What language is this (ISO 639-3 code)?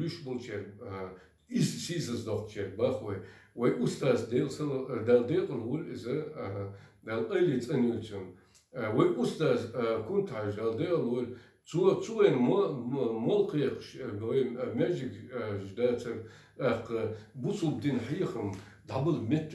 che